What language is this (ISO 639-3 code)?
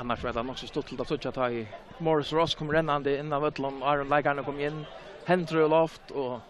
fao